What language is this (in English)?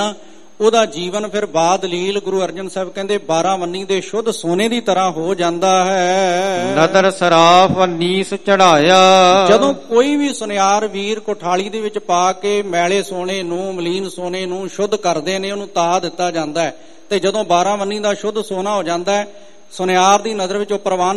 Punjabi